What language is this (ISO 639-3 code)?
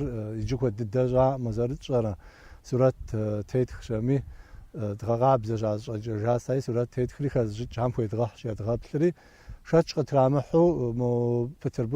kbd